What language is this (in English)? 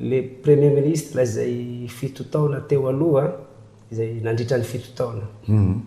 Malagasy